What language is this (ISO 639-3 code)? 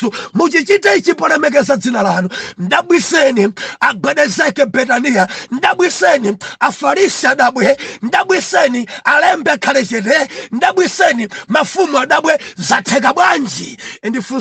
nya